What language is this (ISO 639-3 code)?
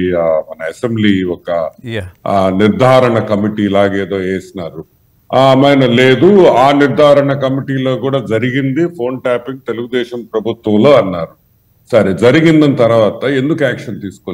tel